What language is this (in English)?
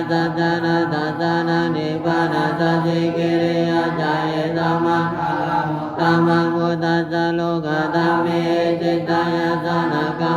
Pali